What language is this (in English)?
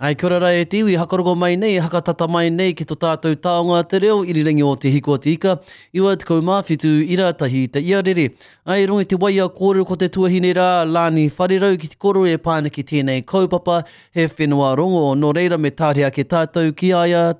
Māori